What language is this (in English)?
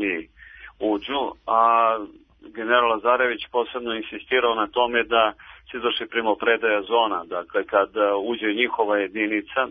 Serbian